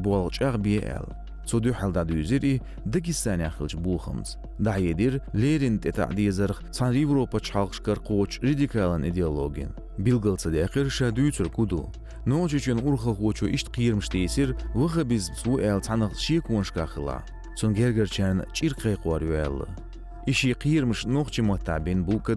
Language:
Chechen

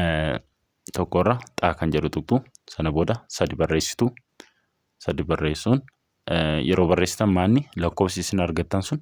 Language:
Oromo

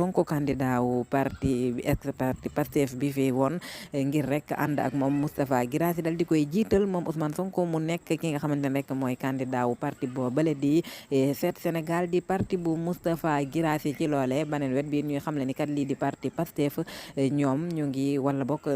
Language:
Wolof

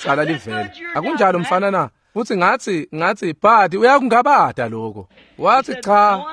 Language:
Swati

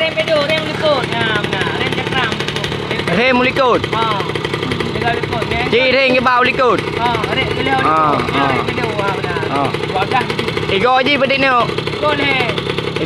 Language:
Achinese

